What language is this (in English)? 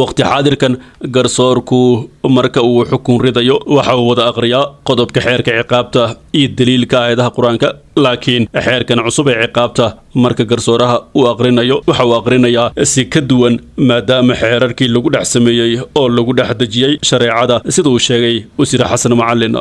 Somali